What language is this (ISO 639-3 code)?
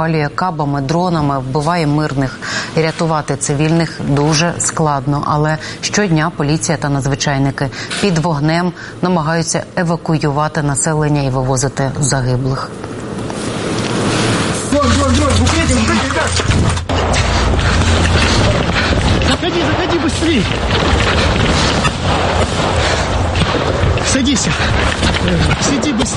ukr